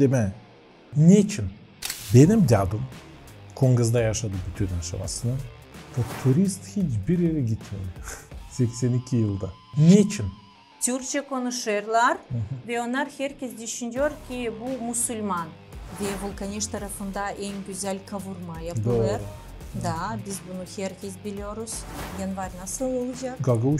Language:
Gagauz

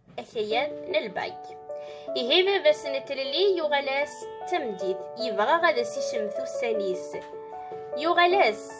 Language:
Kabyle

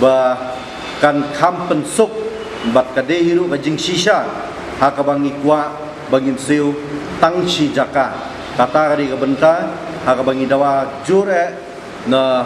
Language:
Khasi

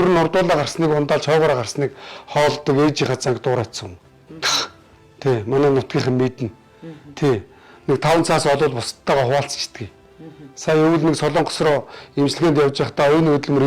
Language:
Mongolian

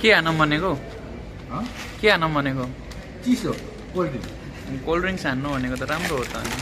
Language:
Nepali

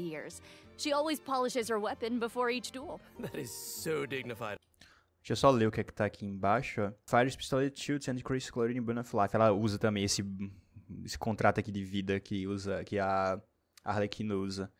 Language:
Portuguese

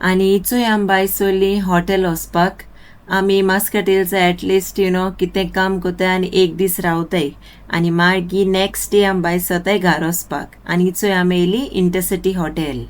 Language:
Konkani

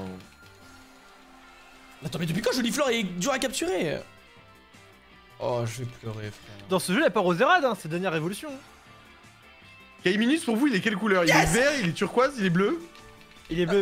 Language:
French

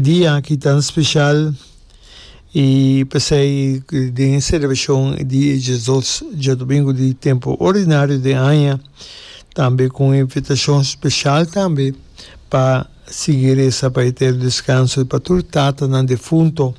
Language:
Papiamento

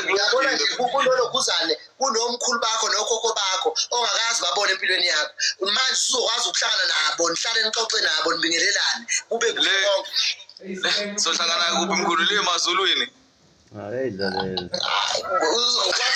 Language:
Zulu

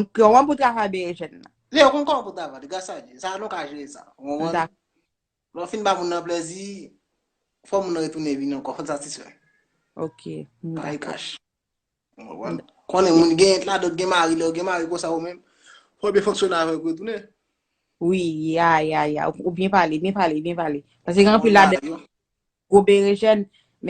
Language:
Haitian Creole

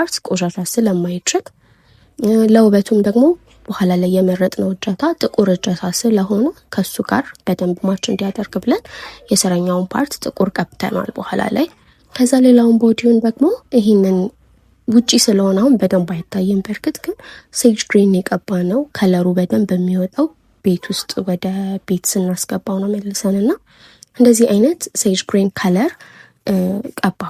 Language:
Amharic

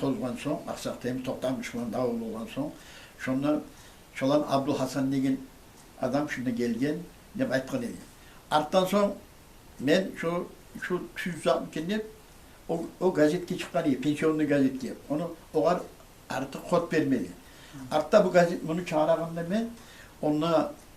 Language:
Kumyk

